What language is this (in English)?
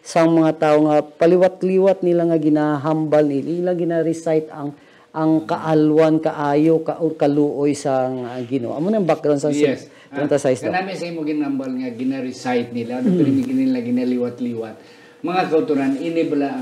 Hiligaynon